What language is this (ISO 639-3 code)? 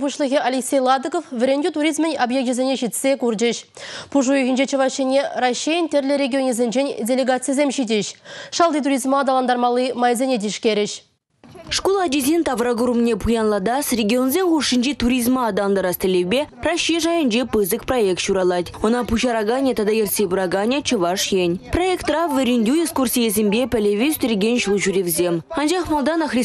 chv